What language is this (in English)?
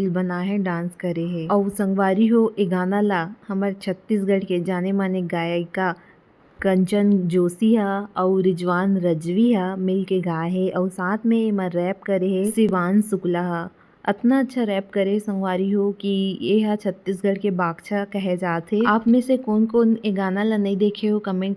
Chhattisgarhi